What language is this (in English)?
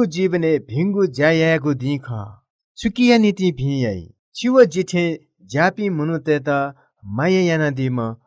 Newari